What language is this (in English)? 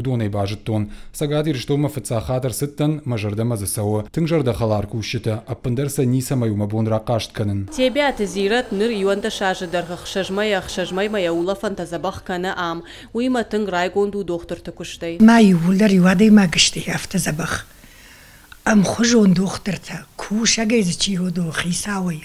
Ossetic